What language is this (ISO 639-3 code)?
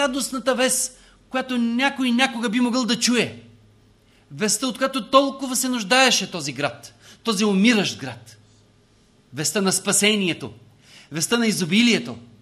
bul